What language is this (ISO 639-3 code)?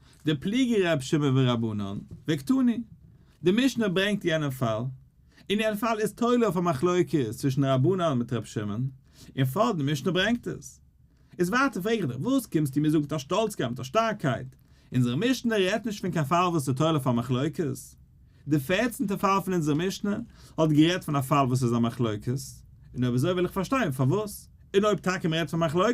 yid